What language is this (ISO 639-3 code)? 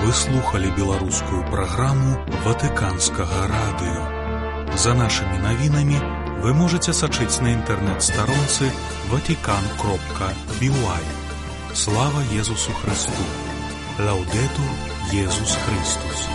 bel